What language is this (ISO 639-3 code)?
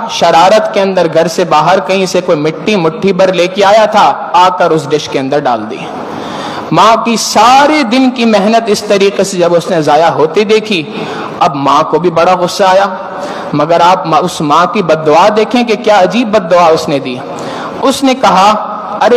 urd